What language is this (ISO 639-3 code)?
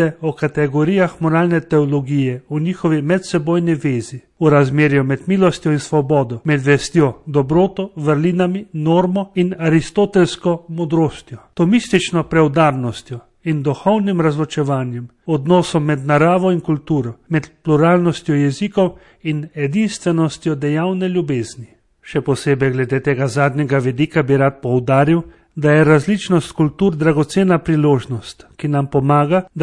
slv